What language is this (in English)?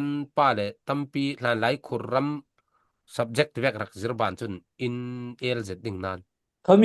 Falam Chin